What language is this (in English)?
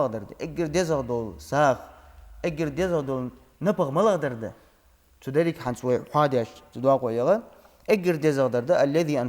Ingush